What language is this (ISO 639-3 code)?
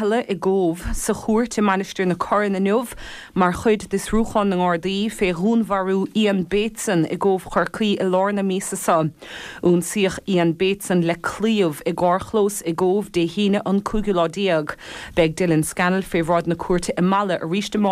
gle